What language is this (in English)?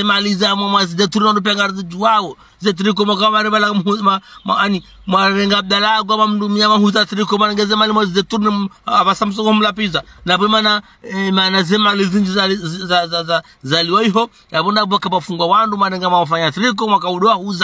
Ngazidja Comorian